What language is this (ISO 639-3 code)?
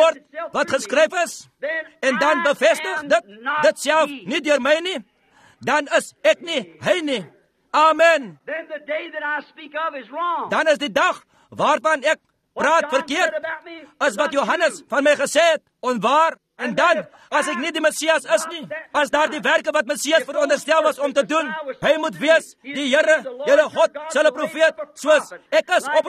afr